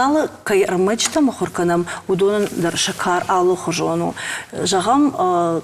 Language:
Ossetic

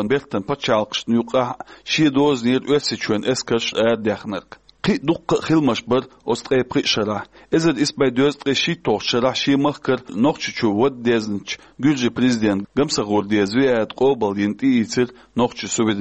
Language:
Chechen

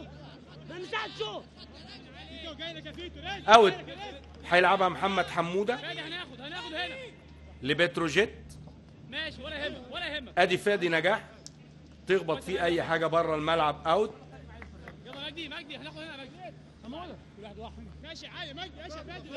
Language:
Egyptian Arabic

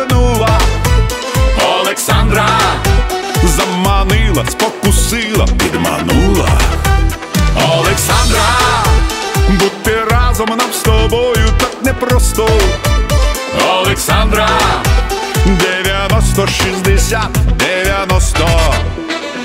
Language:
Ukrainian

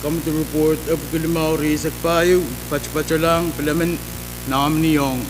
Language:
Pohnpeian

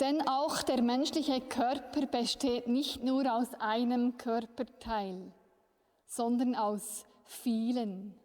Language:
Swiss German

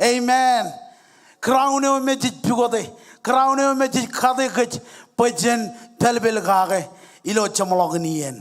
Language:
Marshallese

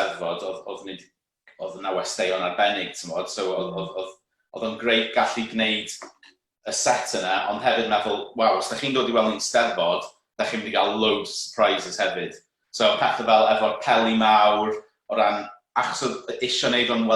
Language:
Welsh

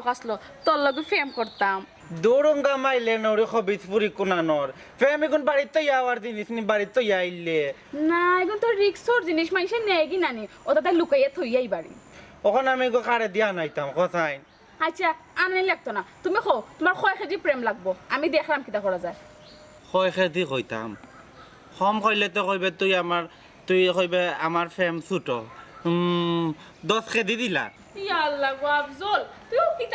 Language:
Sylheti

